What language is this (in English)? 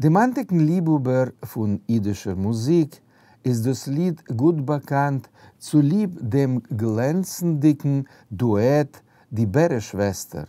Yiddish